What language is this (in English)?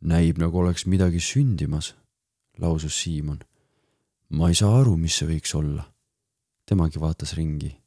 Estonian